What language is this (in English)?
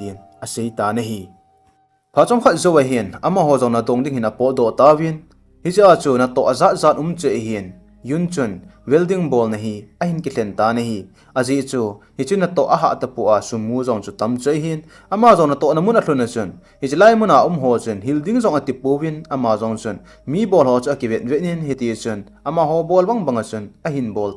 Thado Chin